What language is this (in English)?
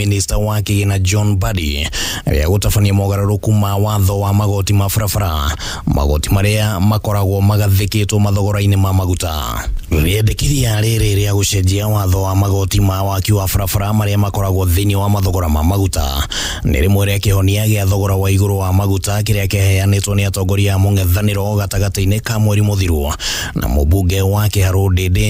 Kikuyu